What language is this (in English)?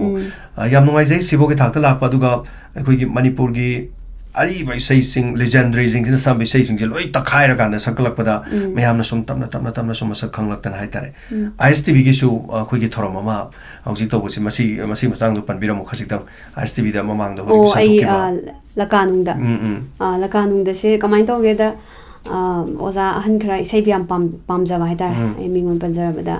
Manipuri